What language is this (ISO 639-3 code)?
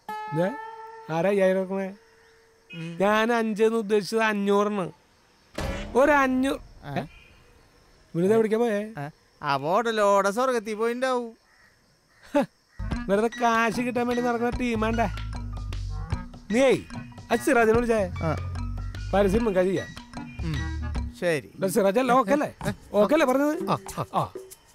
mal